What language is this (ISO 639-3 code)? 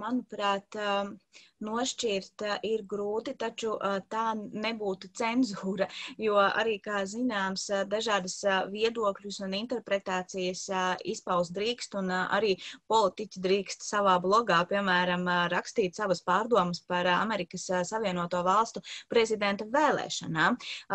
lav